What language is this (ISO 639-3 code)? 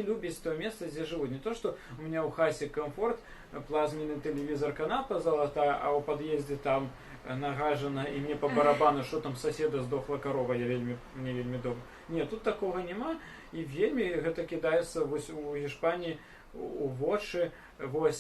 bel